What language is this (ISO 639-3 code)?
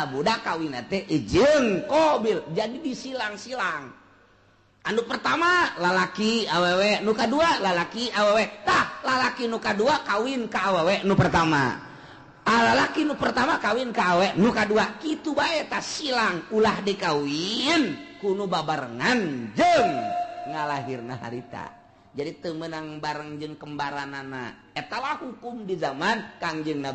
sun